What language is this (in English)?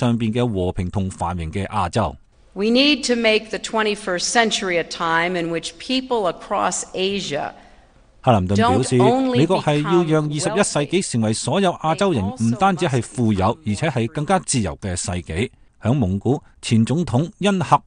Cantonese